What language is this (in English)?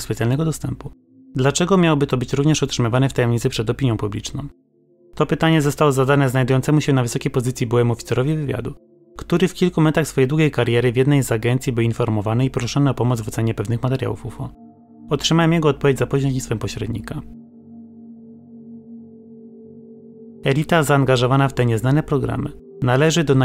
Polish